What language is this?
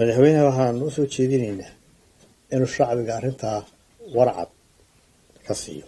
Somali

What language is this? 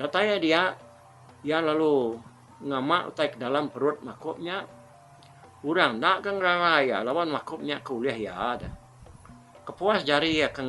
Iban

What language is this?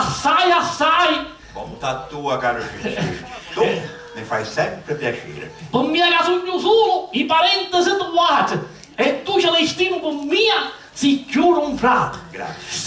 Sicilian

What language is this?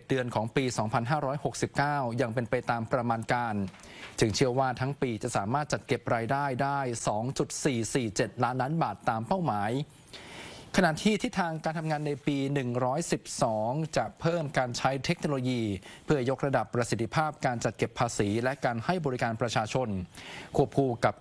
Thai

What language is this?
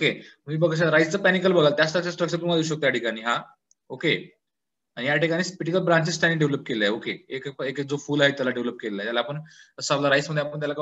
Marathi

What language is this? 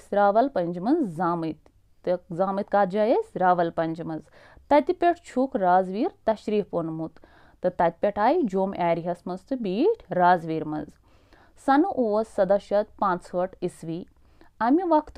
Kashmiri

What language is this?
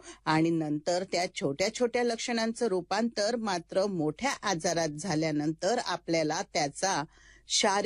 Marathi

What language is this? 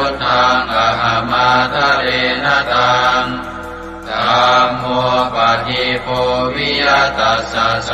Pali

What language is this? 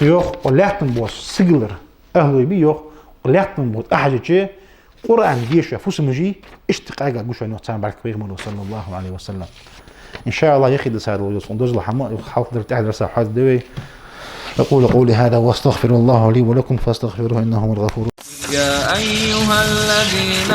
Ingush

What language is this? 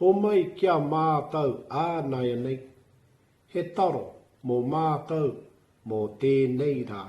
Māori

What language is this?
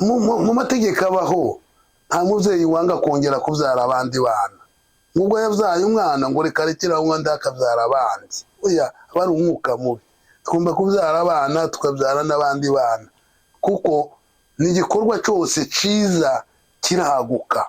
Kinyarwanda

